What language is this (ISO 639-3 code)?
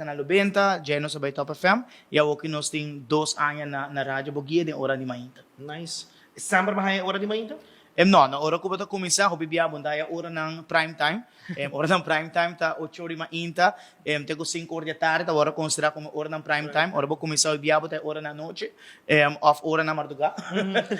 pap